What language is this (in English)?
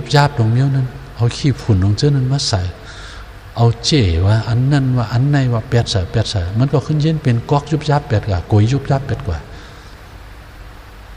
Shan